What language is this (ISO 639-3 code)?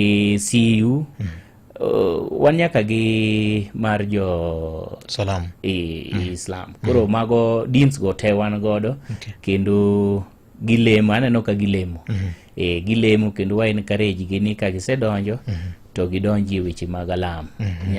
luo